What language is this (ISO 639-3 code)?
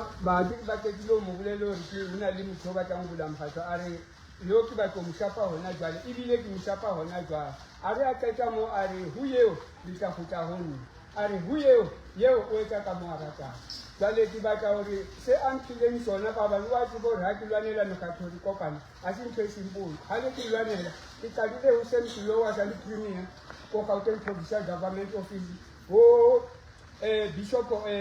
sot